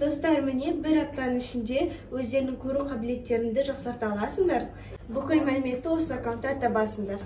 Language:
Kazakh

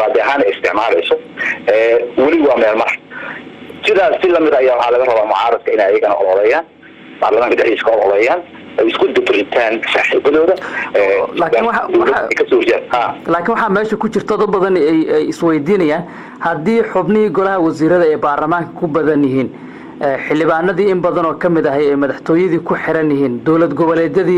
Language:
Somali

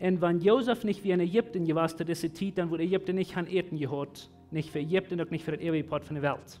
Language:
Plautdietsch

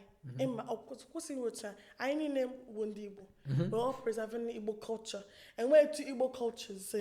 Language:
Igbo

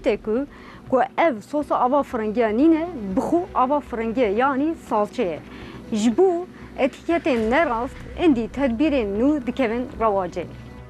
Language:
Kurdish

